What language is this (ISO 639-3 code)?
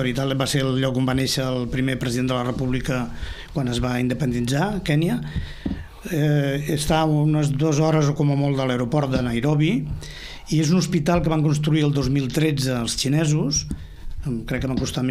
cat